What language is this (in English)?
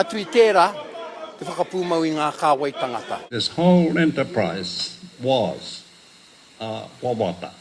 Māori